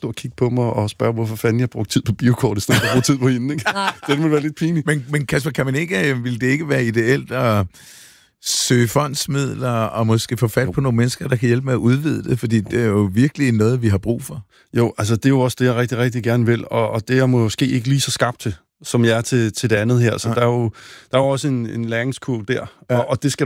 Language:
Danish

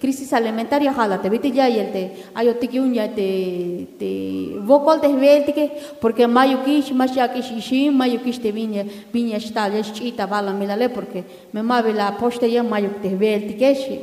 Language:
Tzeltal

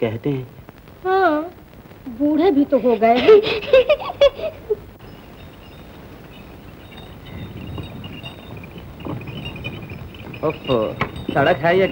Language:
Hindi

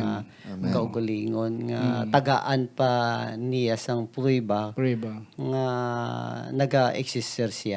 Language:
Hiligaynon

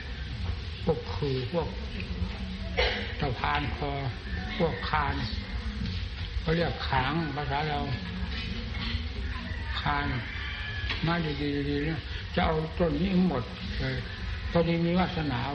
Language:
Thai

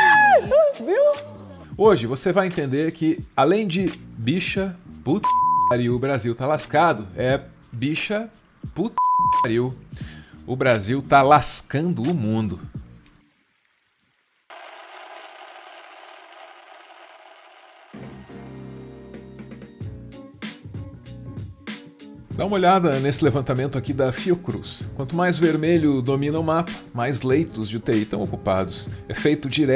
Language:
Portuguese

